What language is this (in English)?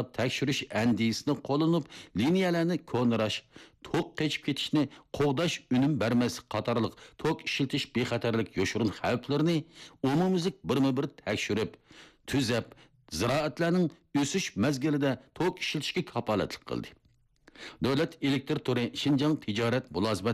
Uyghur